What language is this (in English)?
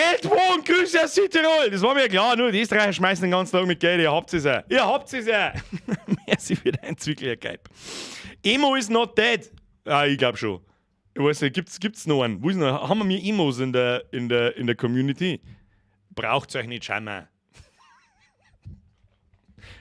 Bavarian